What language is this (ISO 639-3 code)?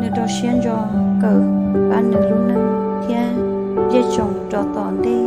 hmn